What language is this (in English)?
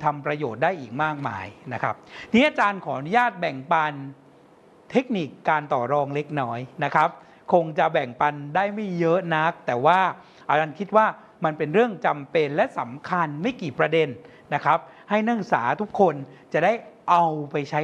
Thai